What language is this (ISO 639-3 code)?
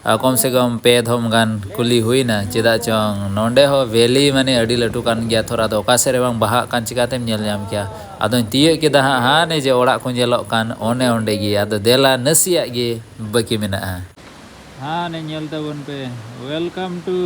sat